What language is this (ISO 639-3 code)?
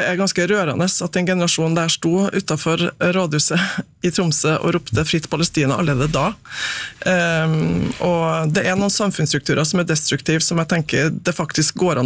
nor